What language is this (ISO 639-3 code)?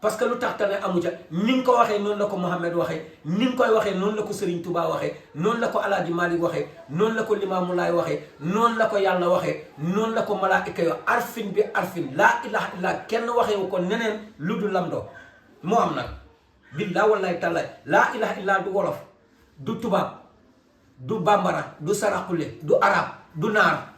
wol